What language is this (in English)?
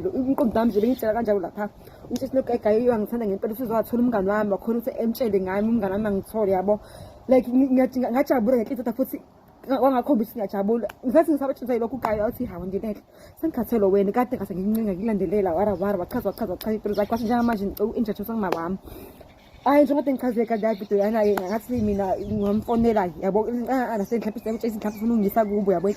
Zulu